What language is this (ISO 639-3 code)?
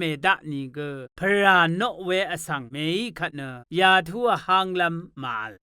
raw